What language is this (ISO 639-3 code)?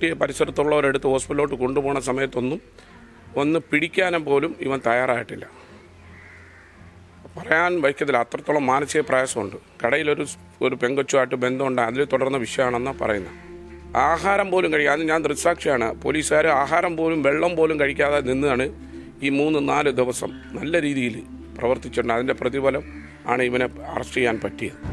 mal